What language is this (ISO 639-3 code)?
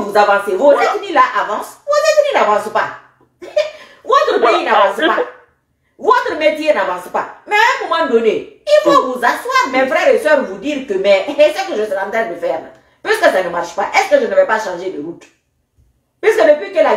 fra